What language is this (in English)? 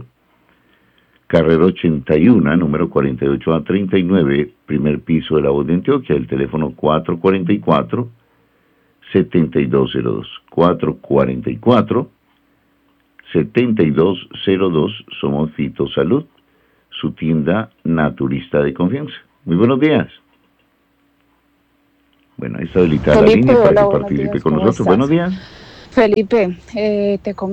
Spanish